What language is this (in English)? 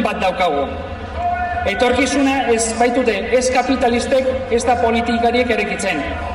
Basque